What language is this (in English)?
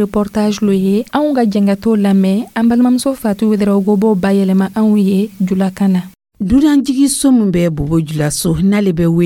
Dyula